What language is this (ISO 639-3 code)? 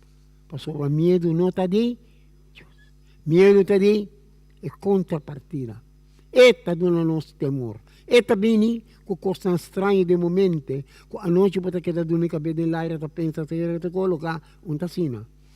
pap